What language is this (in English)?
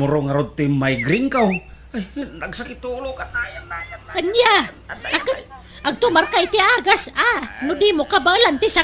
Iloko